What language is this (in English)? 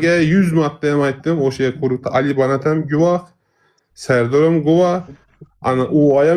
Uzbek